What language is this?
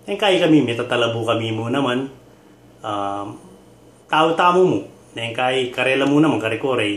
Pampanga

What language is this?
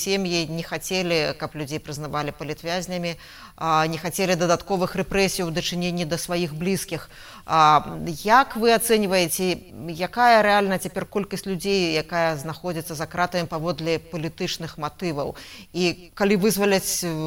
Belarusian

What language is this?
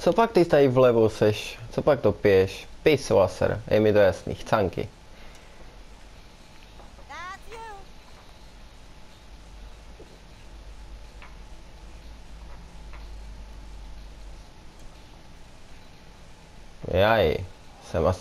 Czech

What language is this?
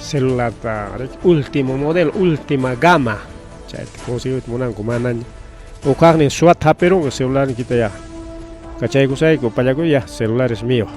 Ayacucho Quechua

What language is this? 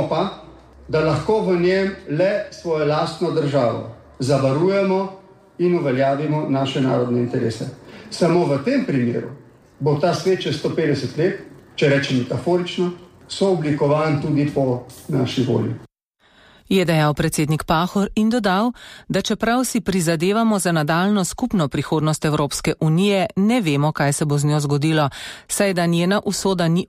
Slovenian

